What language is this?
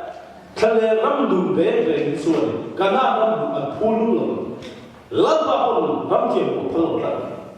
Mizo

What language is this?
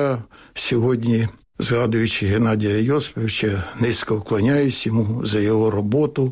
Ukrainian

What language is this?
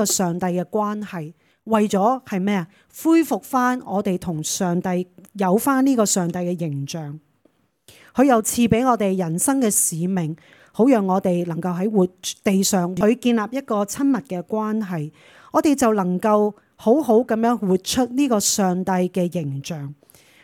Cantonese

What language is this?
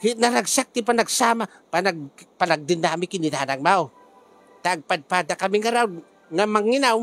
Iloko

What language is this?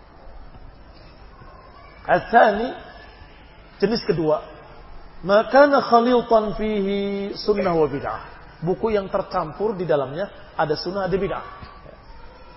Indonesian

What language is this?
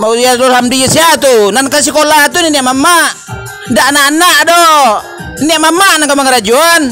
Minangkabau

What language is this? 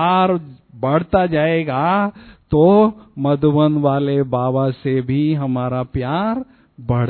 Hindi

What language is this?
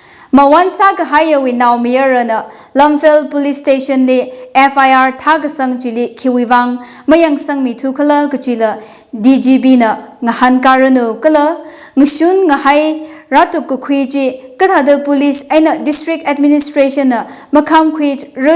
Tangkhul Naga (India)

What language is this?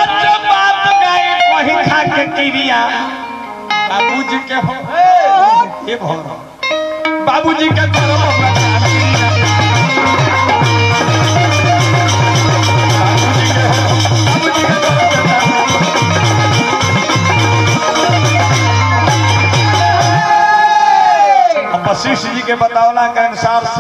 Bhojpuri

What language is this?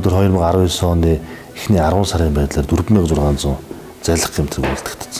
Mongolian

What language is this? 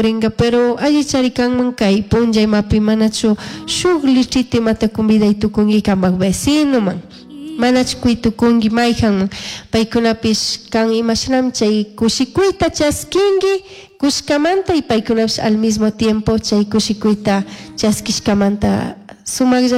Chimborazo Highland Quichua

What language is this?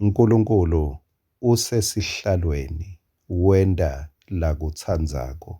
Swati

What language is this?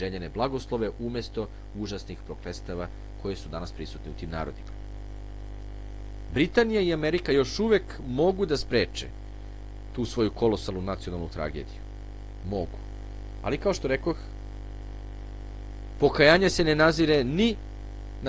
Serbian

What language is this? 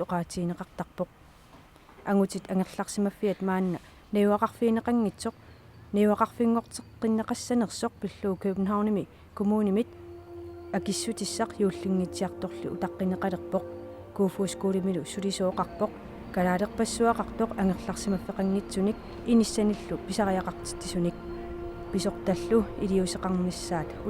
Kalaallisut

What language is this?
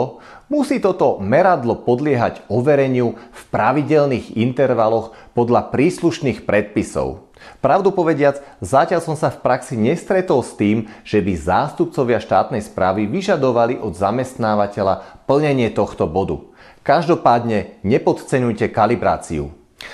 Slovak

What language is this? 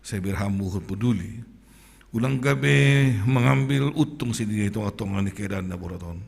Batak Simalungun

